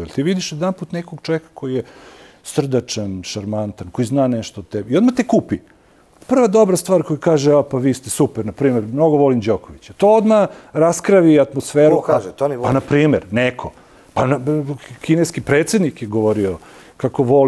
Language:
Serbian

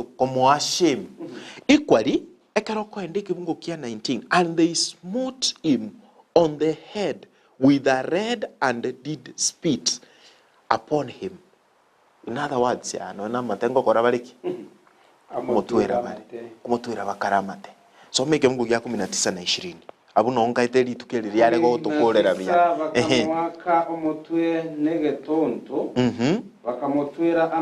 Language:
Gusii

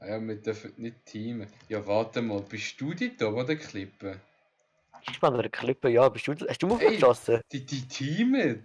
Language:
Swiss German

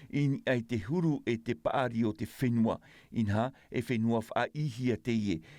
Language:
Tahitian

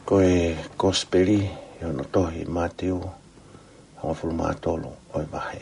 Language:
Tongan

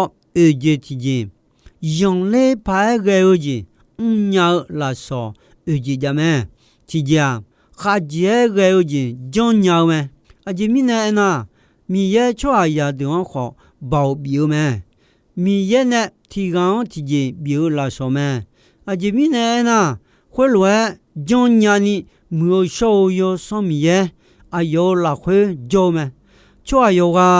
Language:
Akha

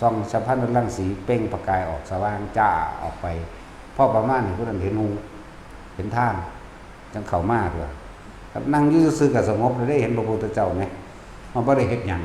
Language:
Northeastern Thai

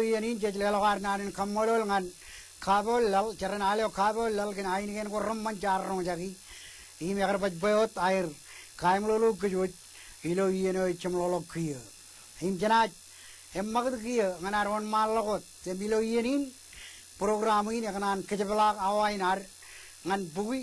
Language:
Marshallese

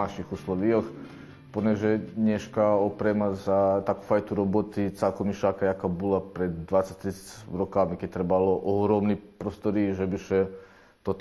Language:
Rusyn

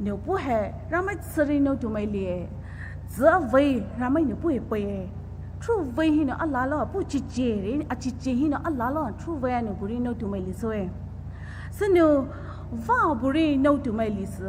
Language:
Poumei Naga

